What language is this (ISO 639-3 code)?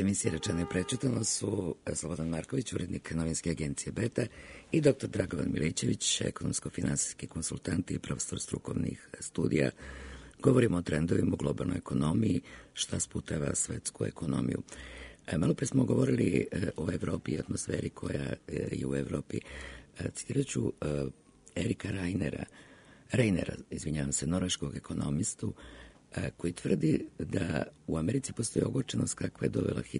srp